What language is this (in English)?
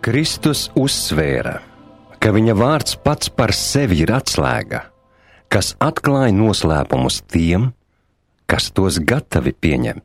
Latvian